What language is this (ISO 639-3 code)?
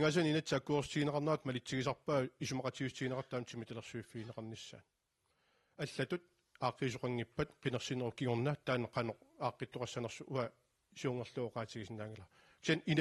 kal